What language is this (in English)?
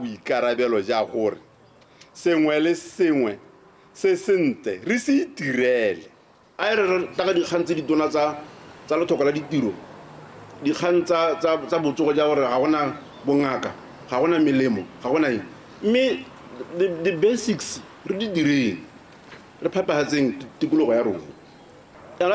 Tswana